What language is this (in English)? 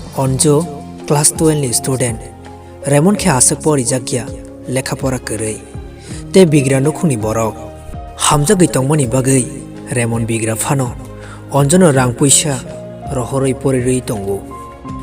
Kok Borok